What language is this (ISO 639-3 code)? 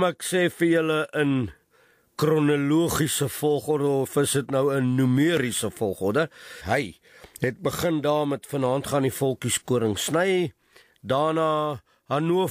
afr